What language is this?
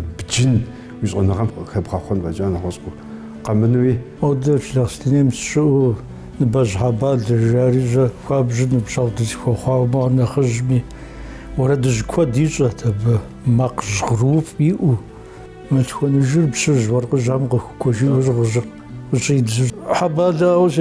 Kabardian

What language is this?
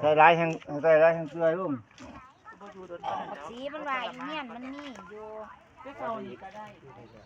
Lao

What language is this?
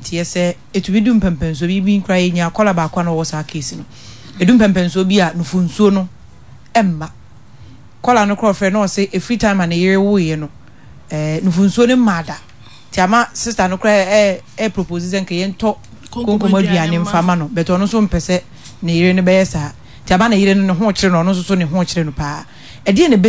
Akan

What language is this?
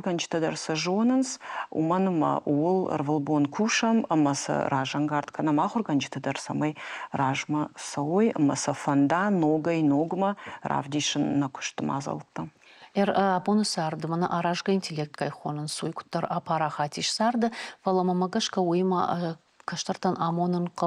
Ossetic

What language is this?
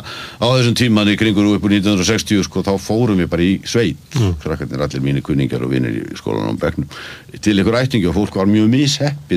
Icelandic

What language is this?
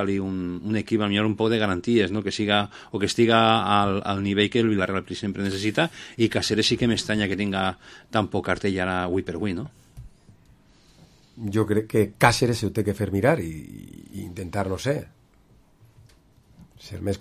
Catalan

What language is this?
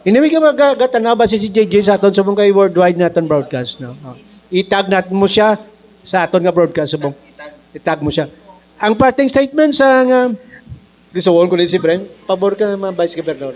Hiligaynon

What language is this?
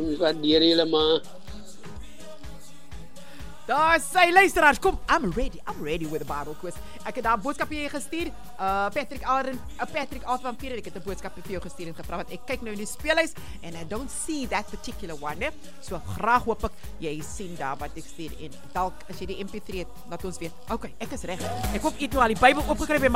Afrikaans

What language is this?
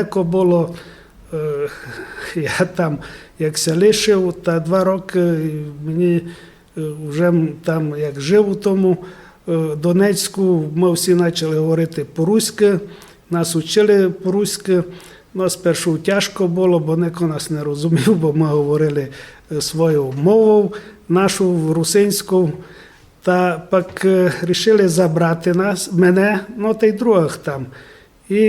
Rusyn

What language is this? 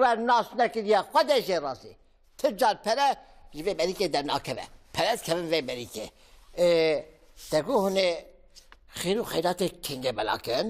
Kurdish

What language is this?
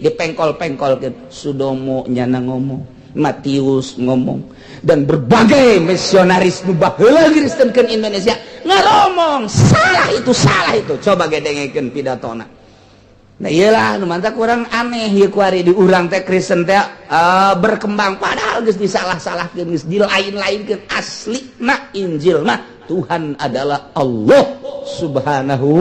Sundanese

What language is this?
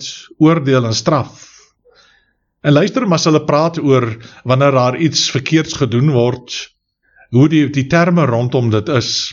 Afrikaans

